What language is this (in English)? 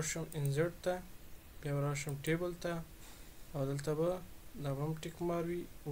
Pashto